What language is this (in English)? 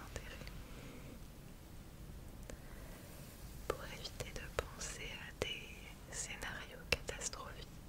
French